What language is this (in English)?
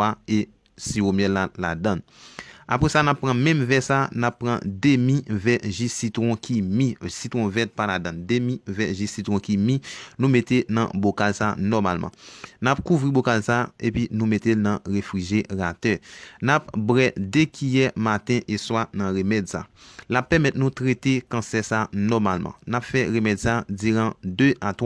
Haitian Creole